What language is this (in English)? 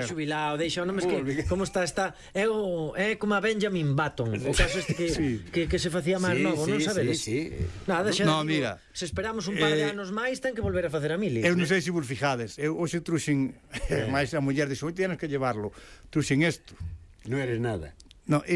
Galician